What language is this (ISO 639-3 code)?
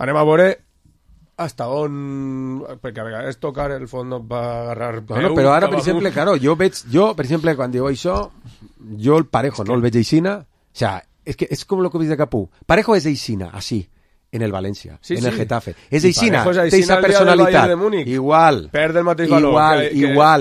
cat